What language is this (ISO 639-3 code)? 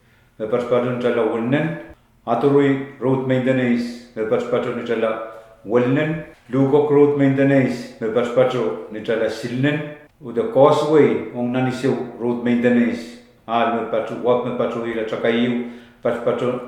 pon